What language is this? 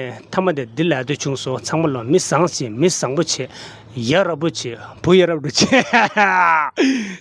Tibetan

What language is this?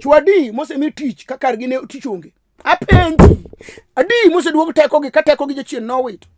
Luo (Kenya and Tanzania)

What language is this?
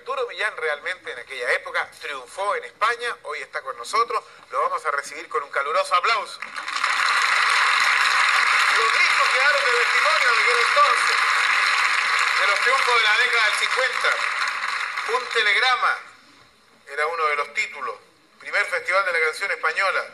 Spanish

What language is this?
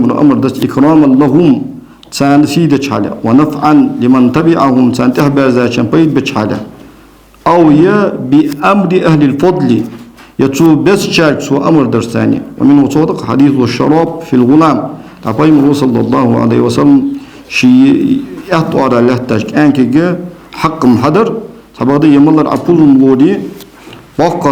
Ingush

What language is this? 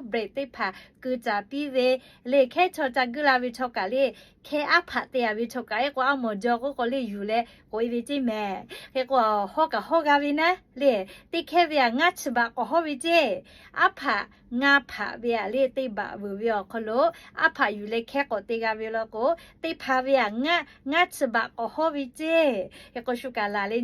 Lahu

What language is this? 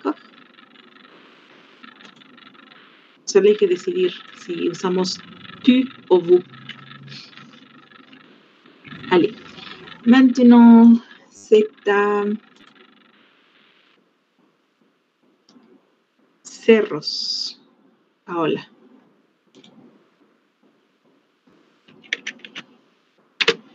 French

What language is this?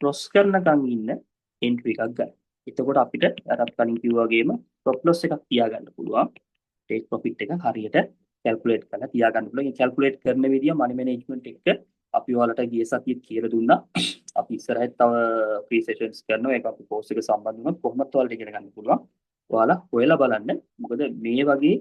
Sinhala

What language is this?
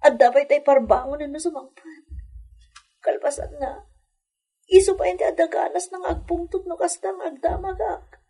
Iloko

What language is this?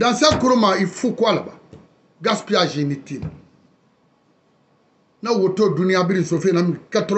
French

